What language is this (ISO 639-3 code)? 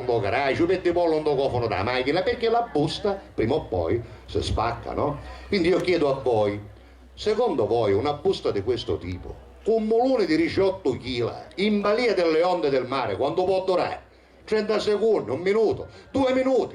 scn